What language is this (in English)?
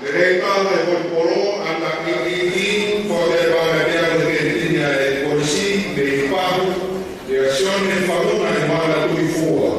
Tongan